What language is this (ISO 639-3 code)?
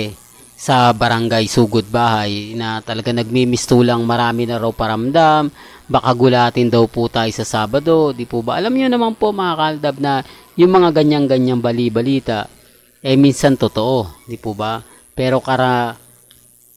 fil